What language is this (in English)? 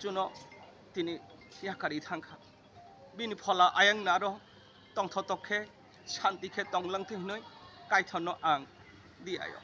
Kok Borok